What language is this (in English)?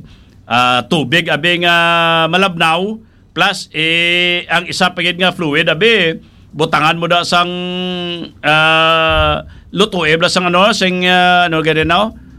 Hiligaynon